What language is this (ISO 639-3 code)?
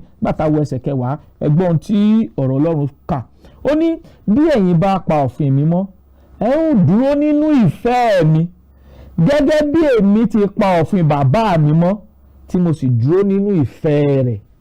yor